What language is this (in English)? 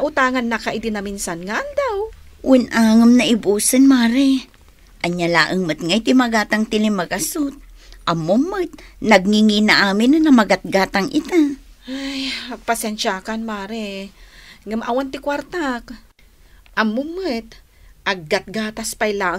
Iloko